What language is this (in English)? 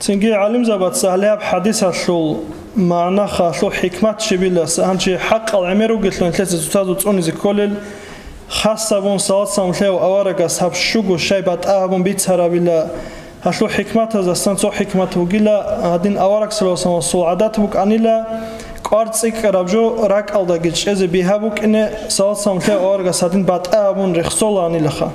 Avaric